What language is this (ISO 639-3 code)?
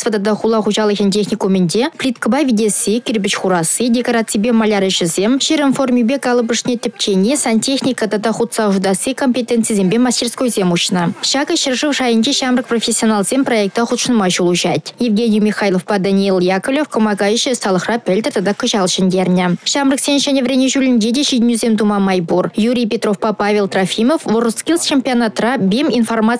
chv